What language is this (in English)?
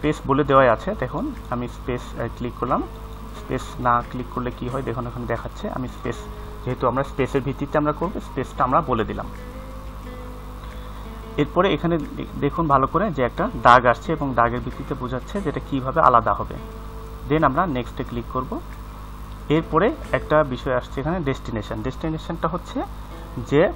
Bangla